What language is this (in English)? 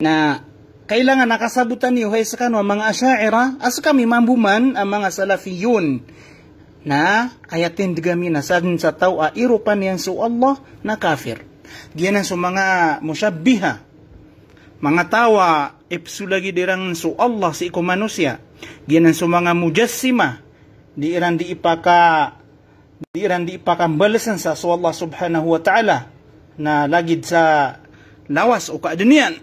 Maranao